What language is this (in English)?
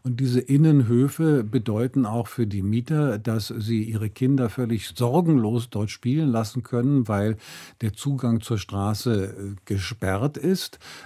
German